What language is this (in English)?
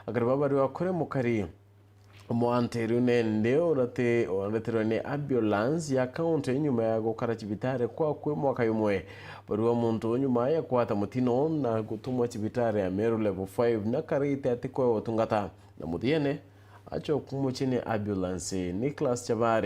Meru